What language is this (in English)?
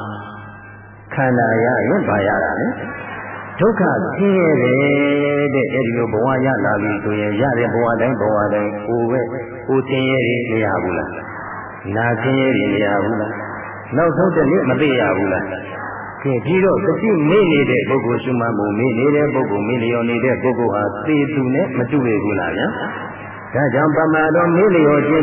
Burmese